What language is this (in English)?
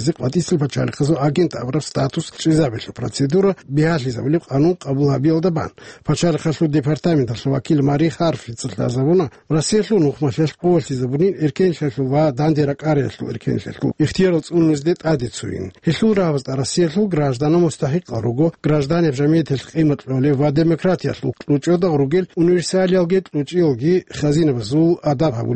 Avaric